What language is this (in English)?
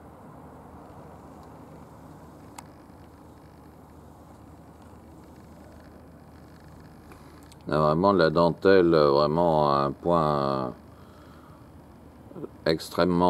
French